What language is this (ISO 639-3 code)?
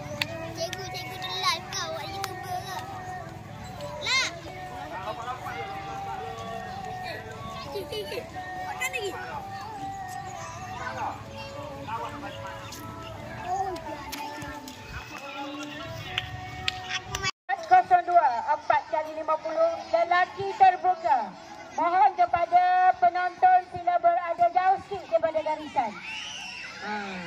msa